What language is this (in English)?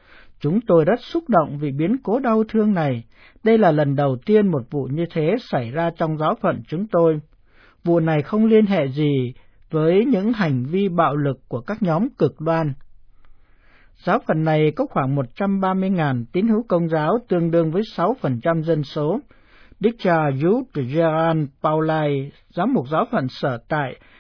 Vietnamese